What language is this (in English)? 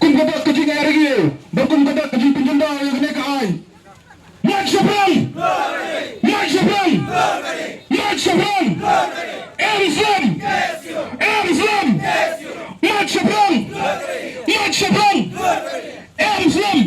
Khasi